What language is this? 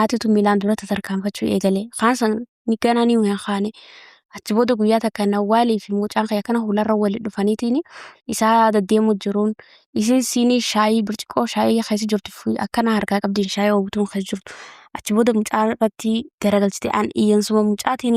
Oromo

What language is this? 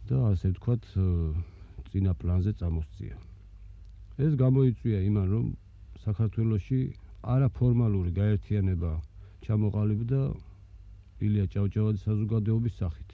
Georgian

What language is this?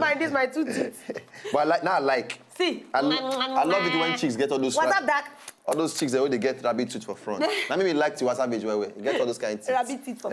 Nigerian Pidgin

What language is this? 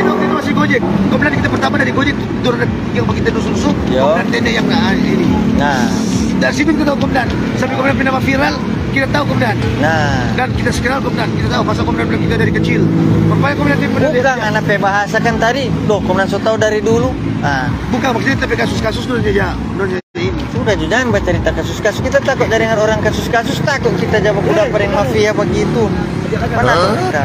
Manado Malay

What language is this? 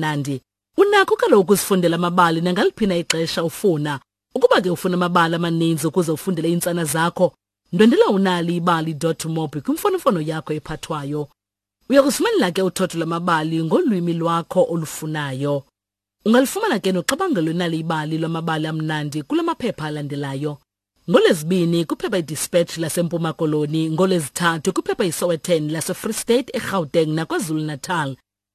Xhosa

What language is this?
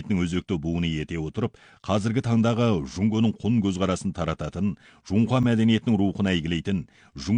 Kazakh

